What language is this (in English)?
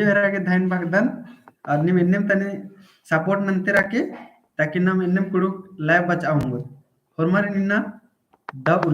Kurukh